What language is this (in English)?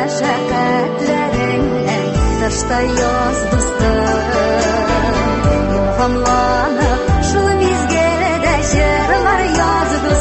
Tatar